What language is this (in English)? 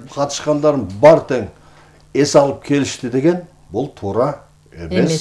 Kyrgyz